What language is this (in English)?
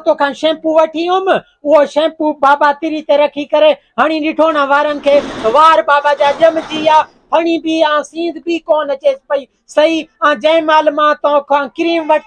Sindhi